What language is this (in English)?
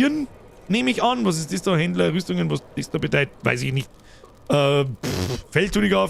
Bavarian